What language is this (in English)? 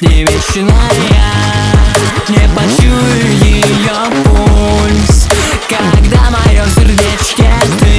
Russian